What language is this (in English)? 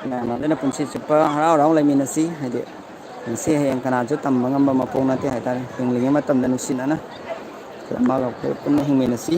Manipuri